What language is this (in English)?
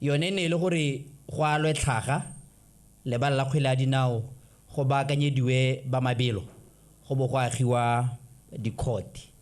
Tswana